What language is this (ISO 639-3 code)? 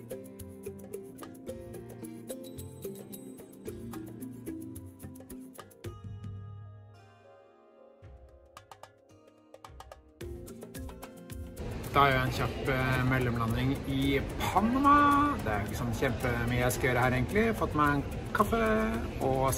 nor